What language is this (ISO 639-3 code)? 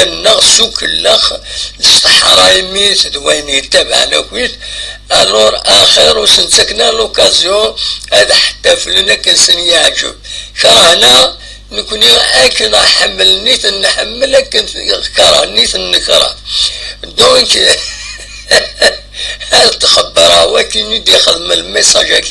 kab